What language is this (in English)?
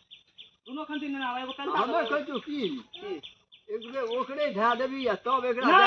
Maithili